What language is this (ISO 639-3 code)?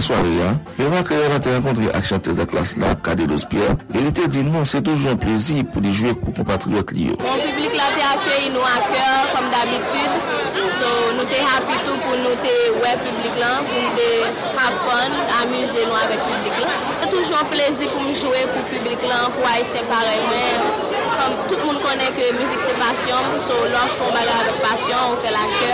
hat